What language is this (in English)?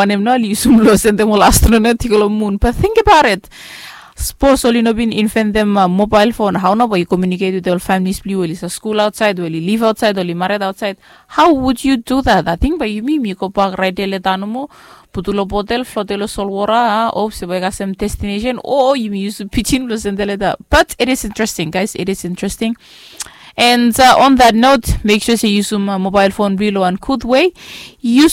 Bislama